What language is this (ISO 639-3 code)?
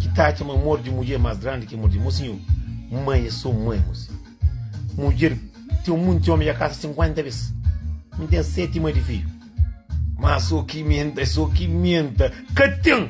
kea